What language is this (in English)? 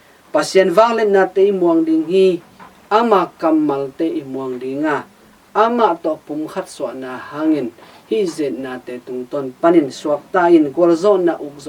Tedim Chin